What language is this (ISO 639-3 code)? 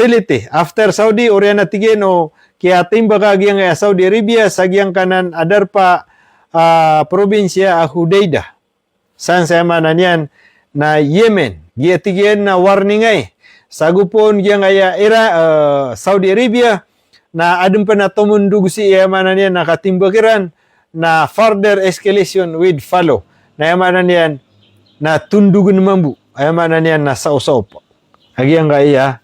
mrw